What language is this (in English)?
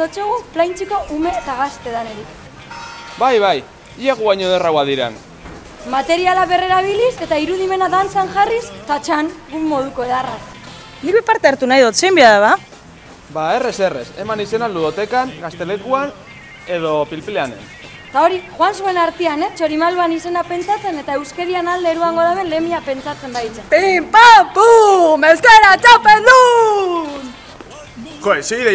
Basque